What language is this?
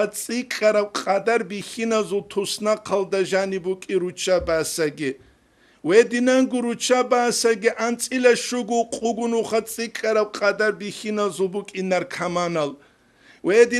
Avaric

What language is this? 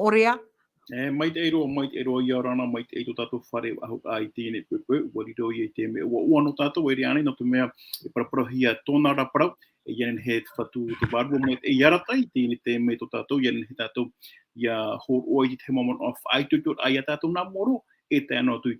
Tahitian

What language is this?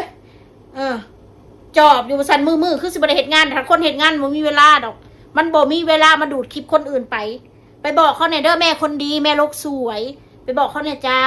Northeastern Thai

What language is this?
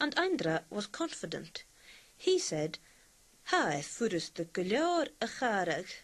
Scottish Gaelic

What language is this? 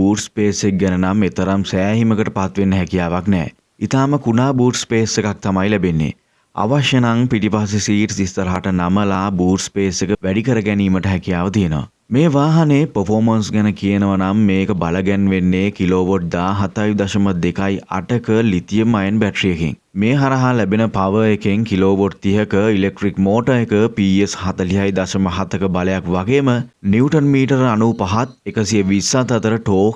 Sinhala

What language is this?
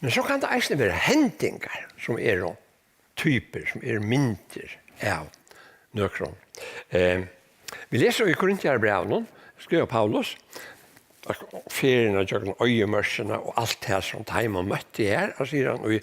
Faroese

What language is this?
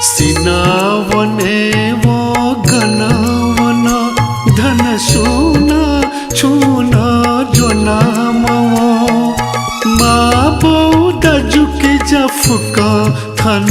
Newari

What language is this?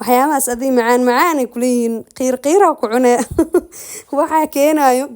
Somali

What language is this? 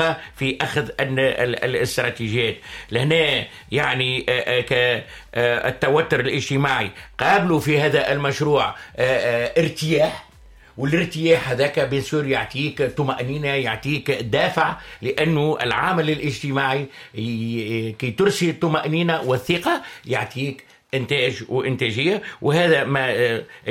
Tunisian Arabic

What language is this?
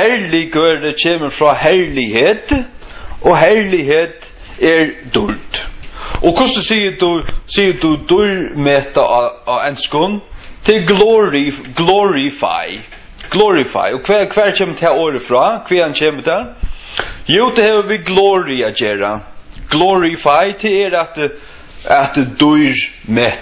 Faroese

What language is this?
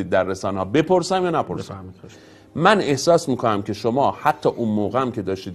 Persian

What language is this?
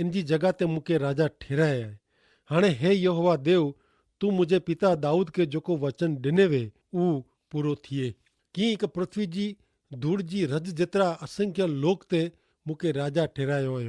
Kachhi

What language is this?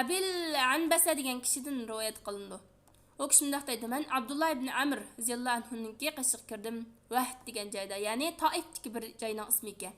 Uyghur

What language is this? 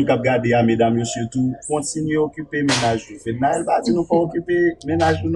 Haitian Creole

